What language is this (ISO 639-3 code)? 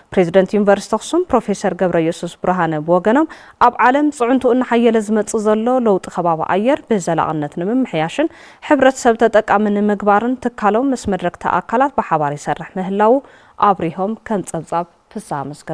tir